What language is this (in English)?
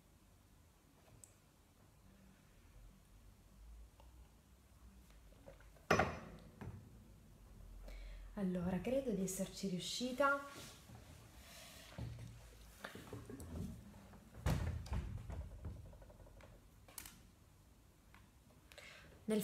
Italian